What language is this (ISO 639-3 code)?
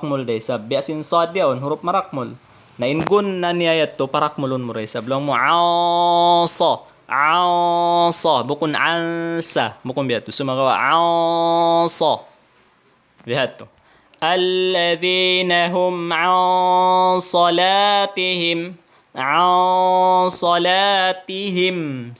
tsg